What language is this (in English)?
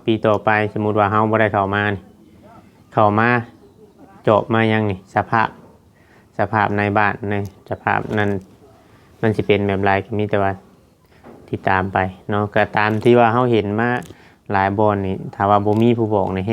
Northeastern Thai